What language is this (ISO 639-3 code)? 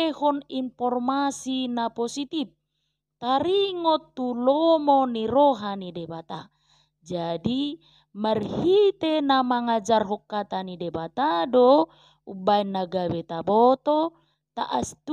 bbc